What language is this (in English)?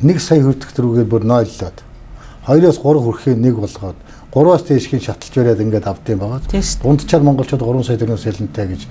Mongolian